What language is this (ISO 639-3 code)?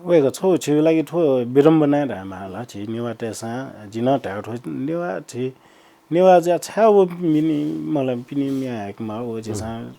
new